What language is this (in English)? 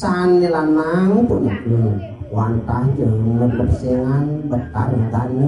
Balinese